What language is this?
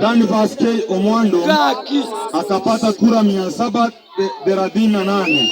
Gusii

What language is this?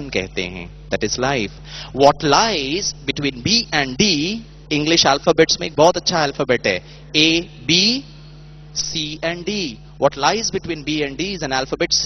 Hindi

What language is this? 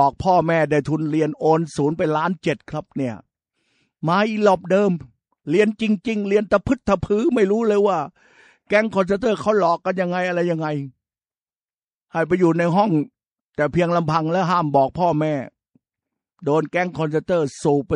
Thai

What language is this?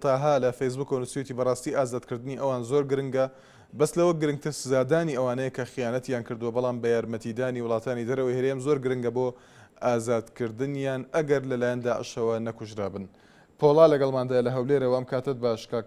Central Kurdish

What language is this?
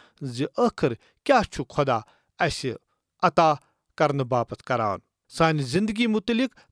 Kashmiri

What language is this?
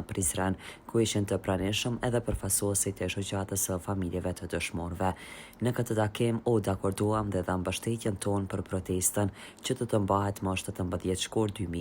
Albanian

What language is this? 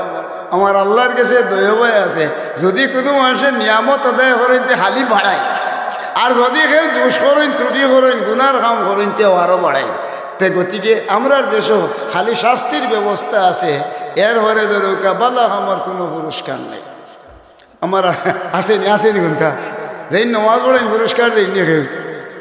Sylheti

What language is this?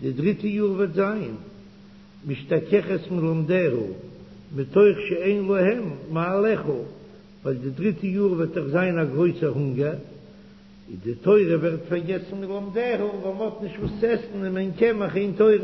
Yiddish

